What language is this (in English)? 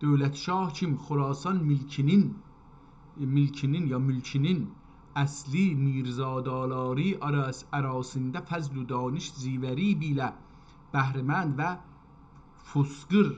South Azerbaijani